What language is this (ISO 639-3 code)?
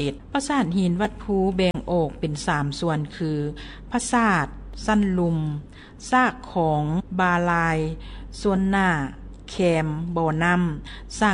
lao